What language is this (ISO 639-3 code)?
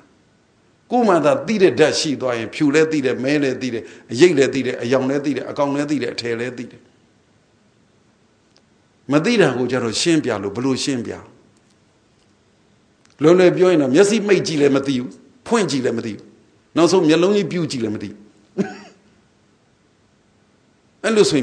mya